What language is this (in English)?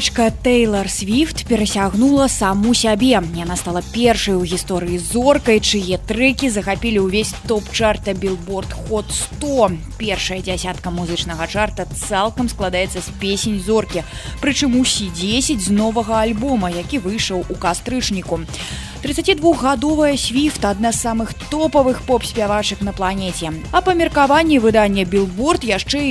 Belarusian